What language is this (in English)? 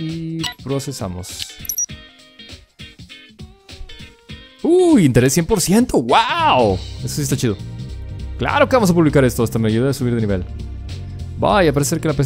Spanish